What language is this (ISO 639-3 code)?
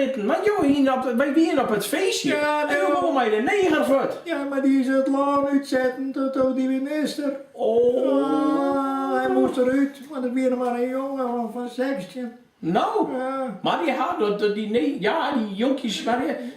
fry